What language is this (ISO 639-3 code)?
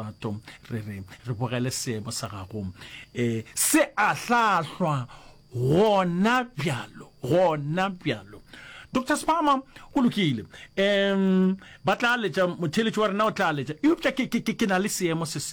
nso